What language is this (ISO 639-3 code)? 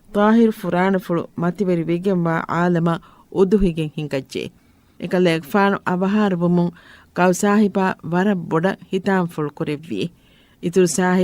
div